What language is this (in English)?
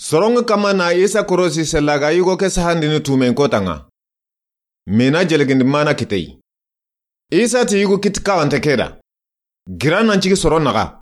Soninke